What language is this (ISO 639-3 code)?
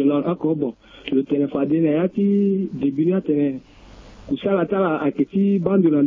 sag